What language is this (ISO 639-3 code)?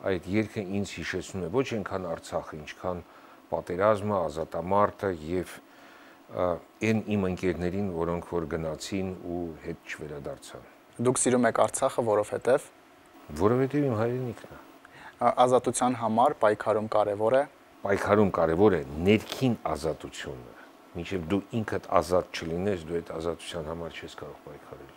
hye